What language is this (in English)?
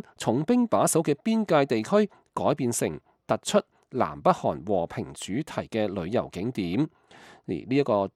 Cantonese